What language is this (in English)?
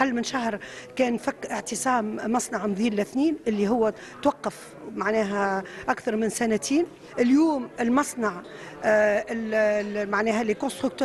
Tunisian Arabic